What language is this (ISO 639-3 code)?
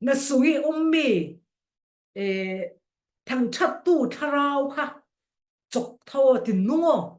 cfm